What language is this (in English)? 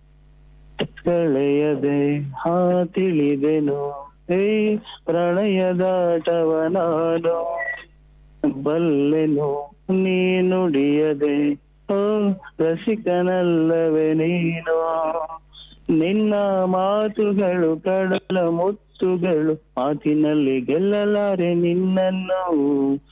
Kannada